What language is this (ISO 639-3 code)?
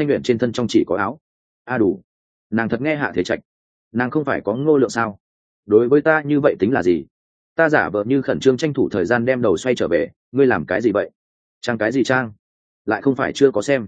vie